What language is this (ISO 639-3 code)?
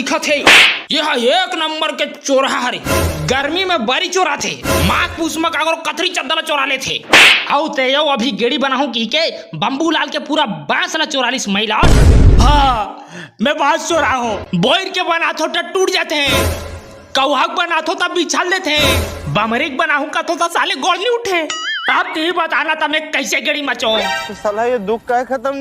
hne